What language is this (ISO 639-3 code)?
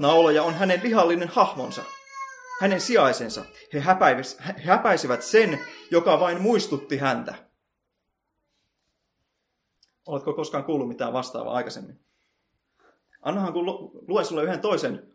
fin